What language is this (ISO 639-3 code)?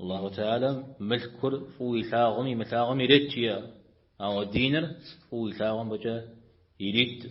kbd